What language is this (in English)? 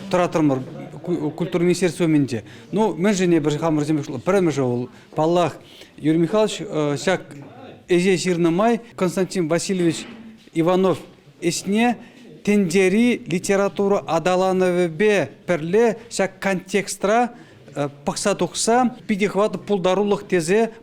Chuvash